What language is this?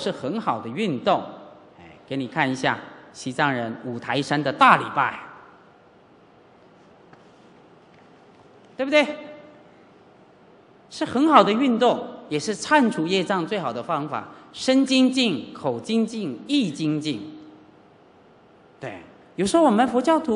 Chinese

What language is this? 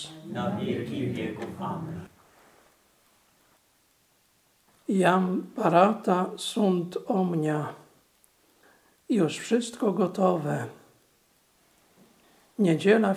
Polish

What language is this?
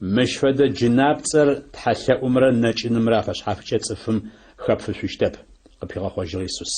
Adyghe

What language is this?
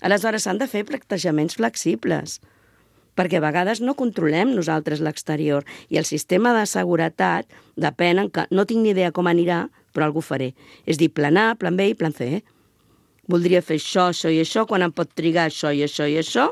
Catalan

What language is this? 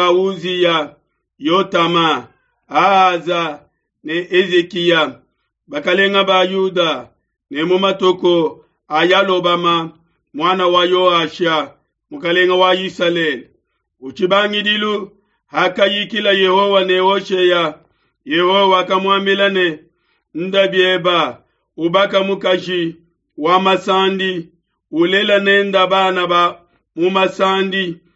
Luba-Lulua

